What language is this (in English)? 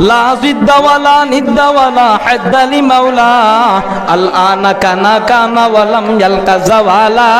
Sylheti